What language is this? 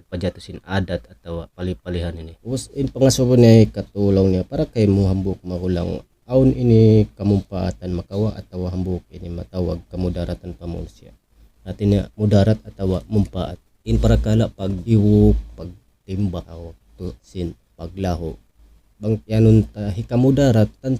Tausug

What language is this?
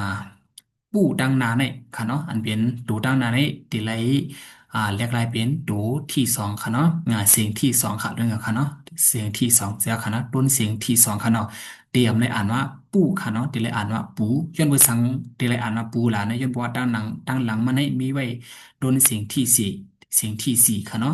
Shan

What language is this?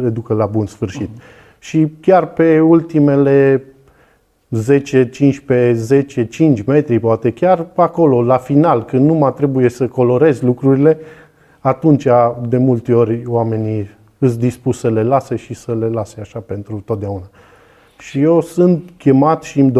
Romanian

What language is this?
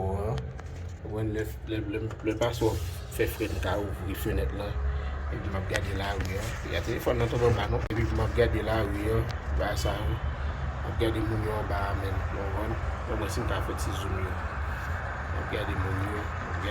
Haitian Creole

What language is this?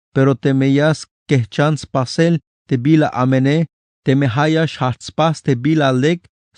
Tzeltal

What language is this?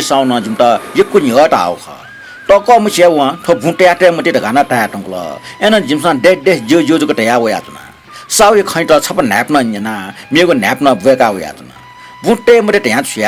Newari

